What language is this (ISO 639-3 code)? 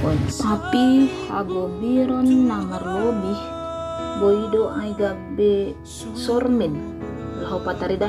bts